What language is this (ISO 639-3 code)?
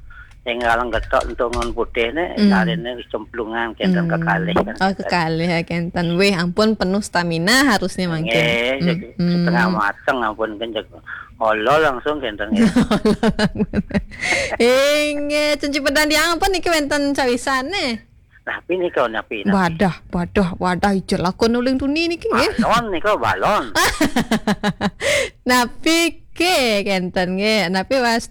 ban